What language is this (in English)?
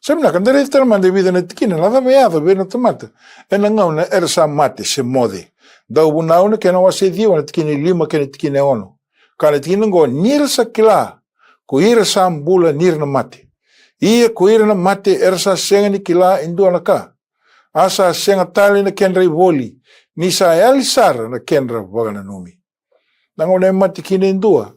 Fijian